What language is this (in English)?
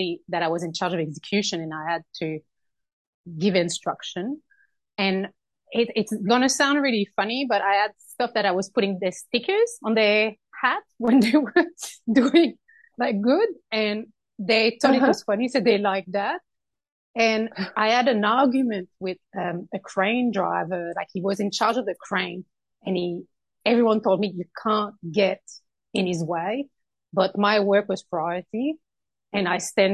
English